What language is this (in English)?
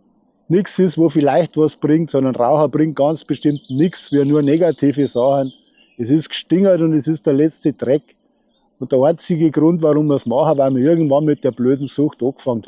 Bavarian